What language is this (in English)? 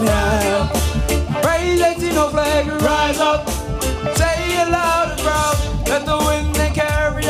Māori